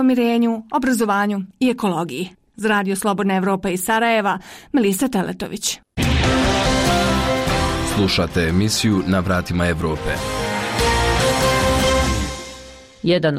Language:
Bosnian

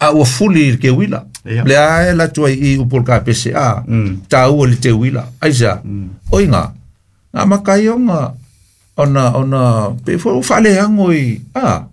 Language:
Samoan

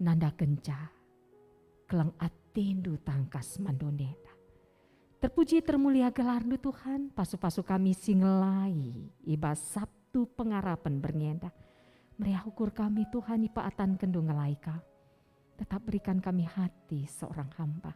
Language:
Batak Karo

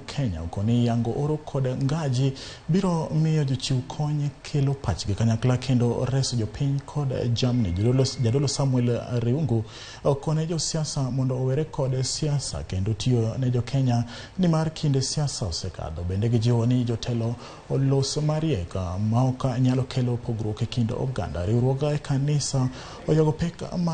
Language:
Luo (Kenya and Tanzania)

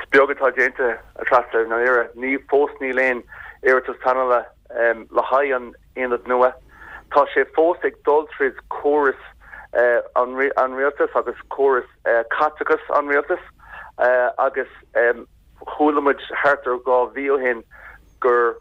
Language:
Irish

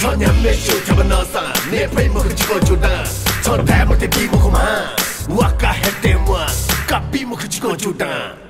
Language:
Newari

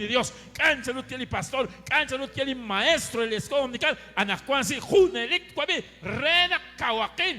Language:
Kekchí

